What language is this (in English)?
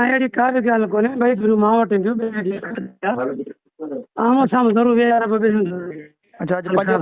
Sindhi